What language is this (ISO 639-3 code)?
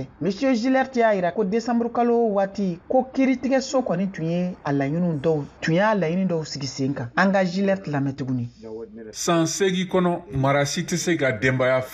bam